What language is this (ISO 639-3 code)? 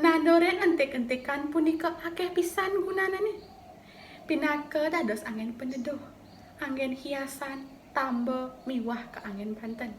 ban